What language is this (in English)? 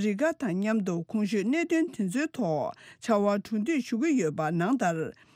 Tibetan